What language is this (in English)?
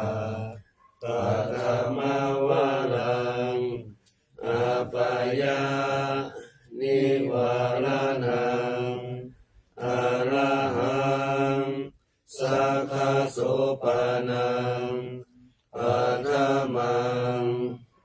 Pali